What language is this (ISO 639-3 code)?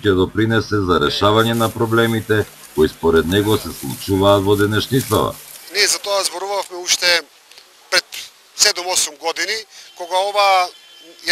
mkd